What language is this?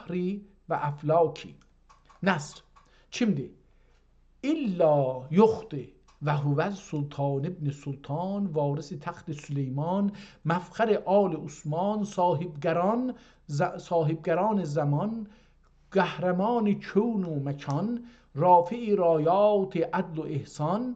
South Azerbaijani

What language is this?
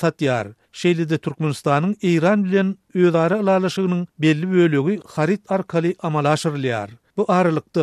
Turkmen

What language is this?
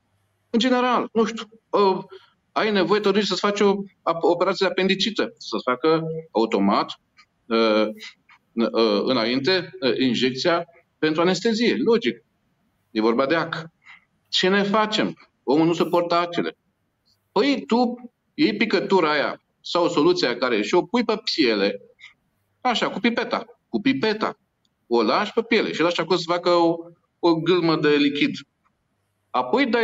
Romanian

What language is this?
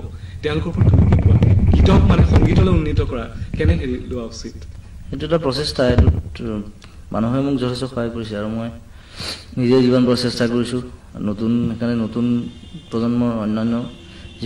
Assamese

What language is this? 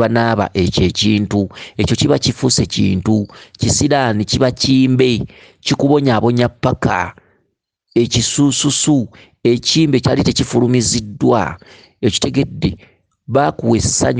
Ganda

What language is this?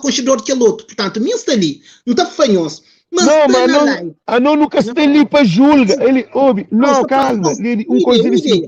Kabuverdianu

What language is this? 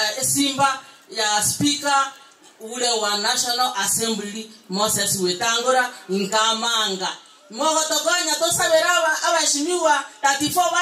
Gusii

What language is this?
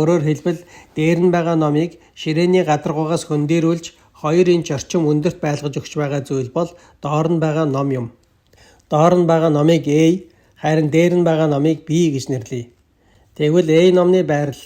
Mongolian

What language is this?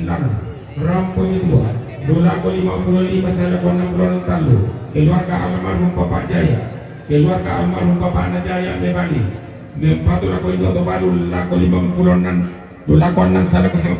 Toraja-Sa'dan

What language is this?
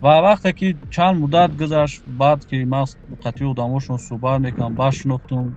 Tajik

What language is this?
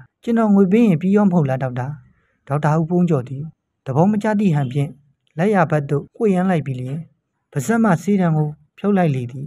Burmese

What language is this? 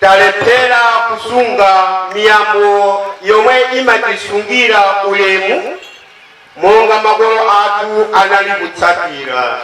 Nyanja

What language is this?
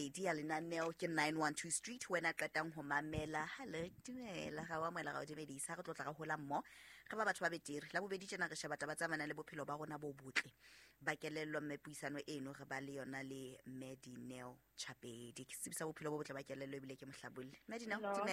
Southern Sotho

